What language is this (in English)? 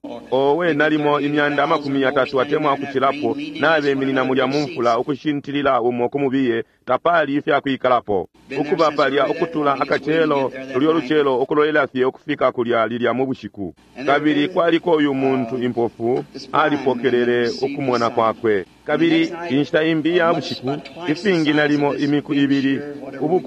Bemba